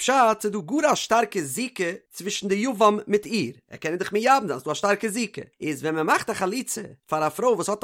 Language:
Yiddish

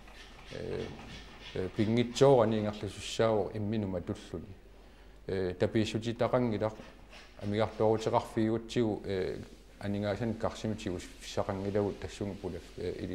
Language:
Kalaallisut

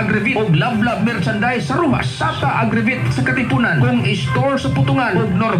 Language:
Cebuano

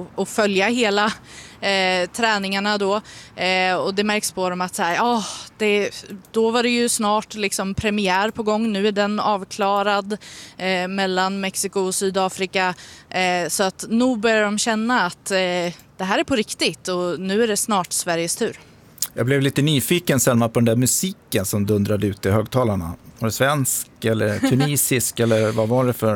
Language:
Swedish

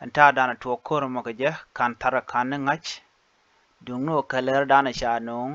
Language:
Nuer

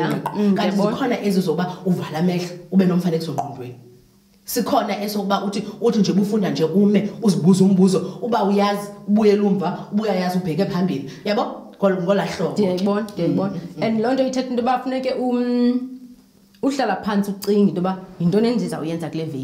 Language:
Xhosa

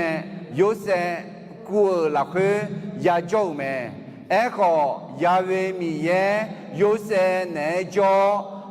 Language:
Akha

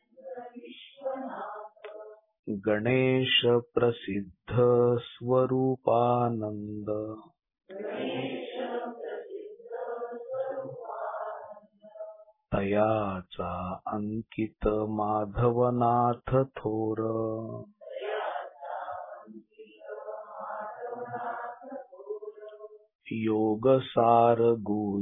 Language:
Marathi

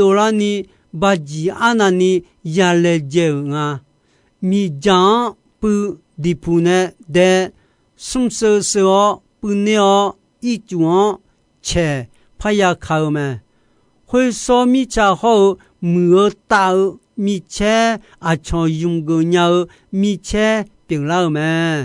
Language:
Akha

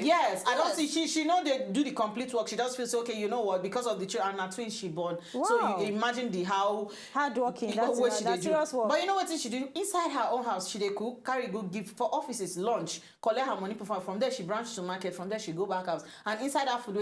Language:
Nigerian Pidgin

